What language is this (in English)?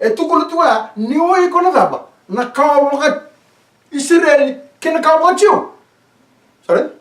Fijian